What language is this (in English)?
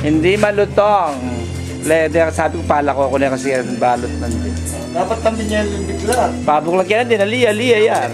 Pampanga